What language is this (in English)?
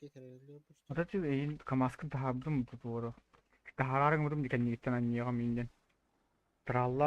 Yakut